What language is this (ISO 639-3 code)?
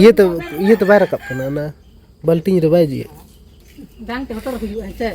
sat